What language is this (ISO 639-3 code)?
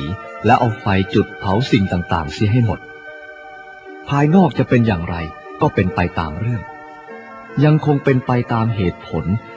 tha